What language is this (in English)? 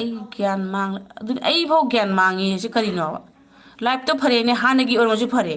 Manipuri